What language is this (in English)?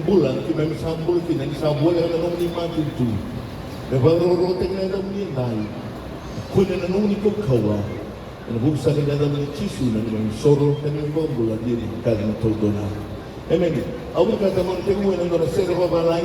Fijian